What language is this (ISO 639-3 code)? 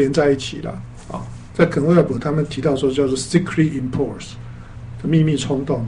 zho